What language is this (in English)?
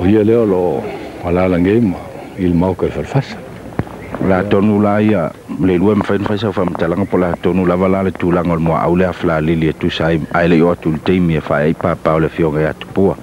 Samoan